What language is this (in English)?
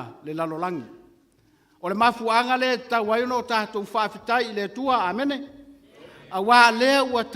Samoan